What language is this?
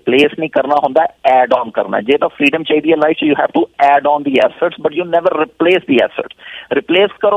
Punjabi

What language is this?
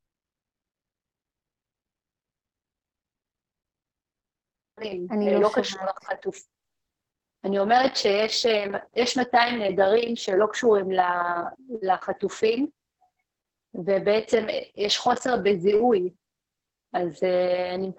Hebrew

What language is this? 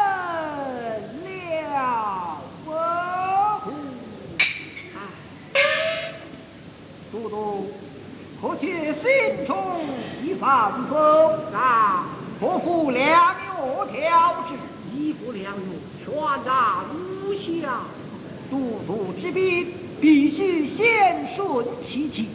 Chinese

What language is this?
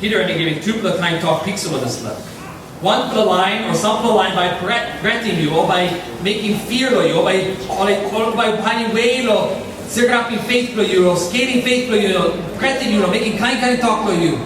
Tok Pisin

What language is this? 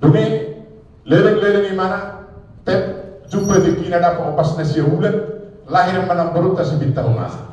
Batak Toba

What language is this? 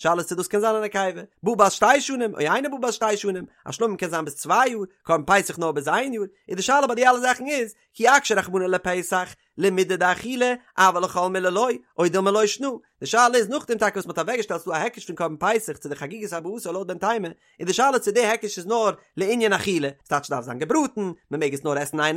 Yiddish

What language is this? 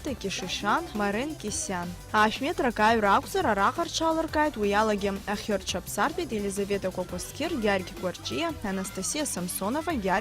Abkhazian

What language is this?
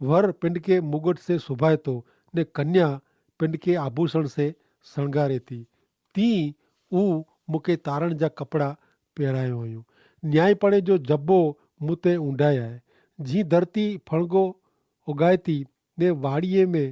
Kachhi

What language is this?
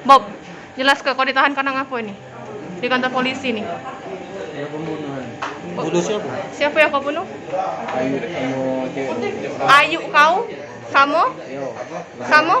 Musi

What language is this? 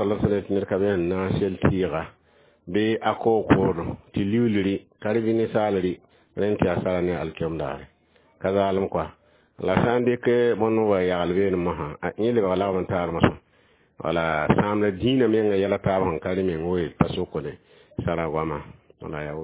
Mossi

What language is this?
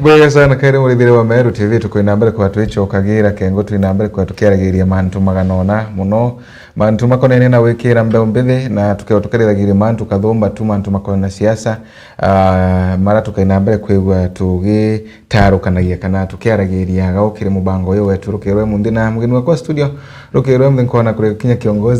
Meru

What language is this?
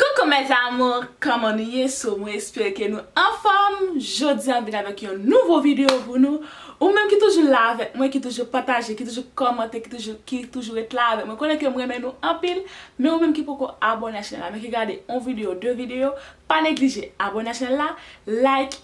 Haitian Creole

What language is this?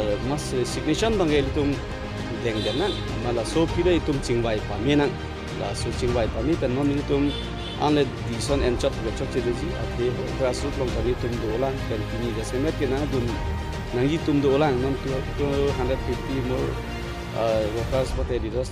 Karbi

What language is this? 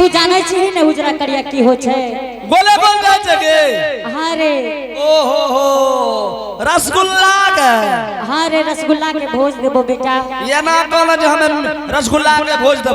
Angika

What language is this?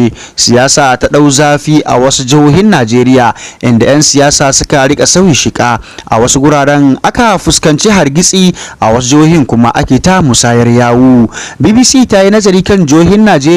Hausa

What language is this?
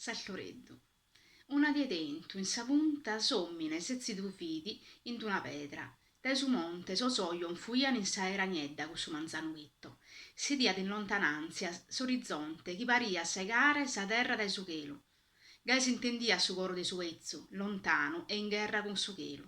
Sardinian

